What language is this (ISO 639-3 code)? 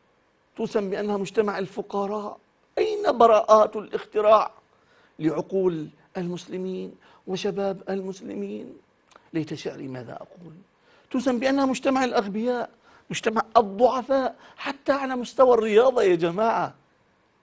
ara